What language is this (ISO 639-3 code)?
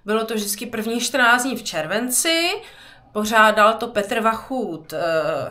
ces